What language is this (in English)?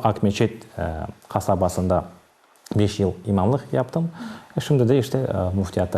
Crimean Tatar